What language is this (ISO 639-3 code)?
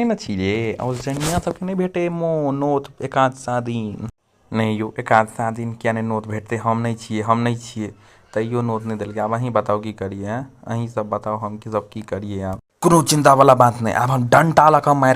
mai